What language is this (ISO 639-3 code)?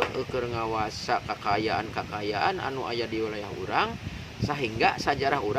sun